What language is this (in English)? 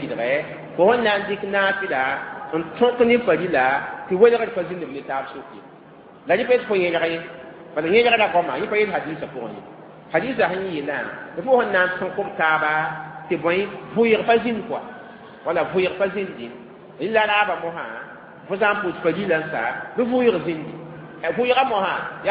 Mossi